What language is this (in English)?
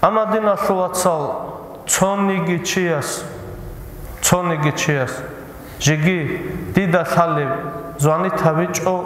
Avaric